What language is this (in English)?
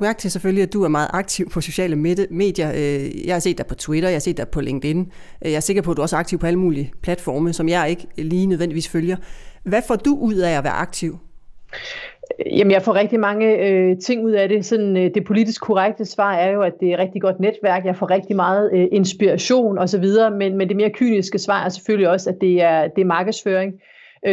Danish